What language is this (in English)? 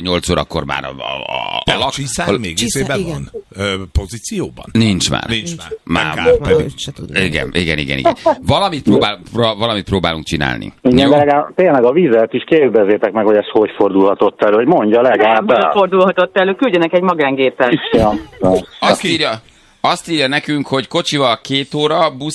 Hungarian